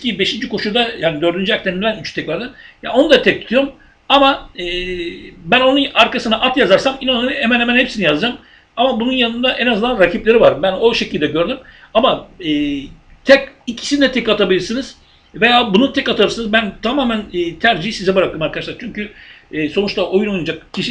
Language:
Turkish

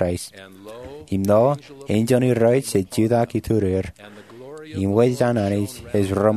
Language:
Marshallese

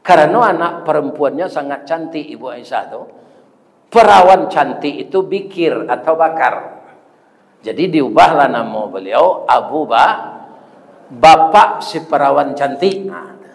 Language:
Minangkabau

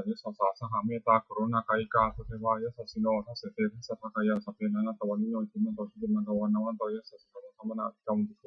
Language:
Pali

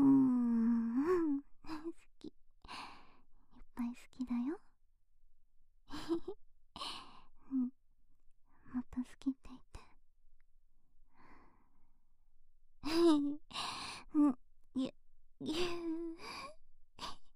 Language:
Japanese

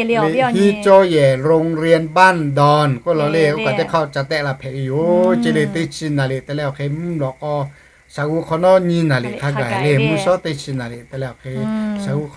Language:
Lahu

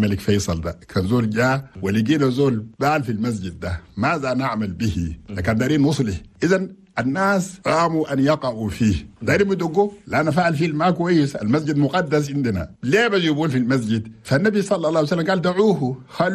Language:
Chadian Arabic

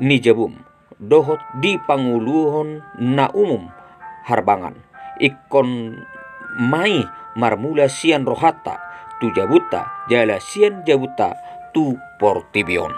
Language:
Batak Toba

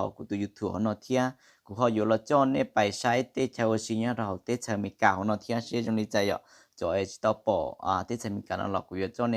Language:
Hmong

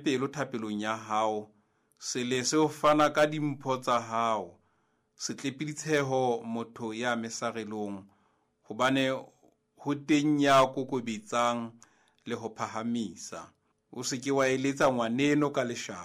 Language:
Southern Sotho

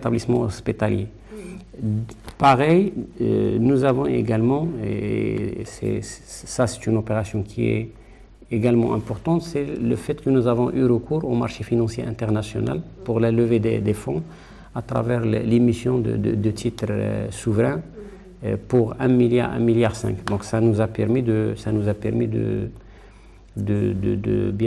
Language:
French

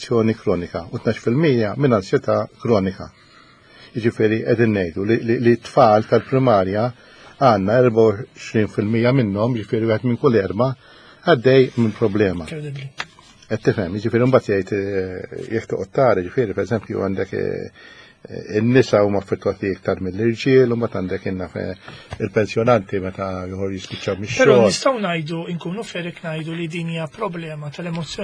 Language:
Maltese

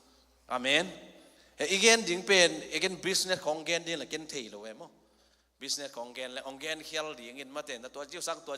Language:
Tedim Chin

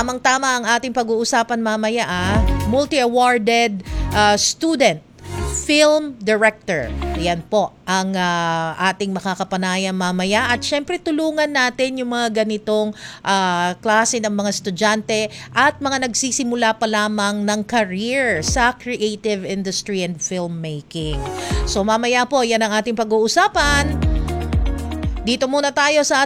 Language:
Filipino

